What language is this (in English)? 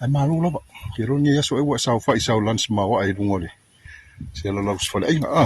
Samoan